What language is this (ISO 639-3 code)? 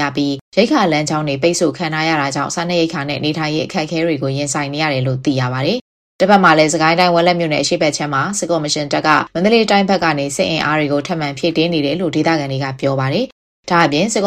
mya